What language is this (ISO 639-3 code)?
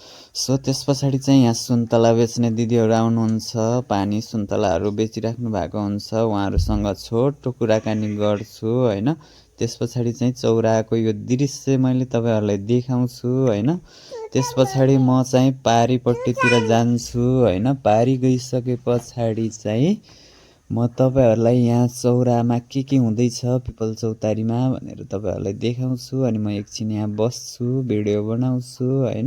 nep